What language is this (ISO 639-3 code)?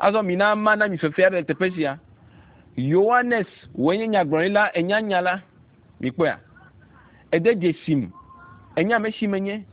ewe